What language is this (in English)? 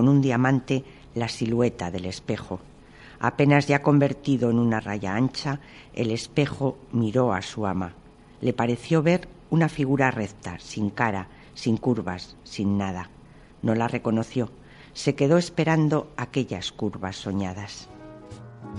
Spanish